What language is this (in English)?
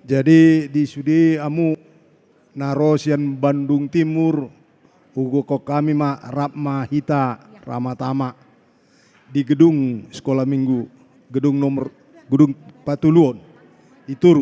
Batak Toba